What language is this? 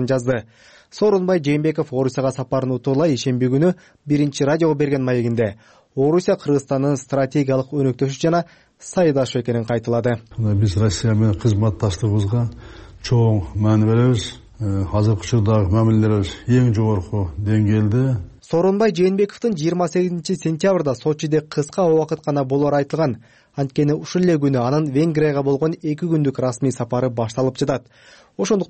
Kyrgyz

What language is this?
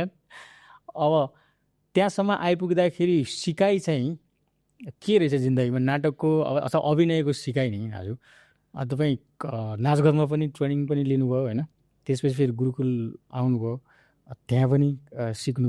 Nepali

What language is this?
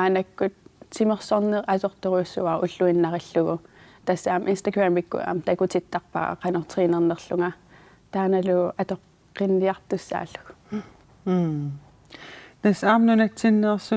Kalaallisut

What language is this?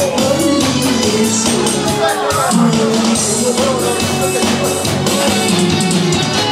Korean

